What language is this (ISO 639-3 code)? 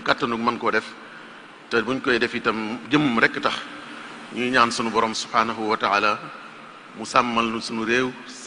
wol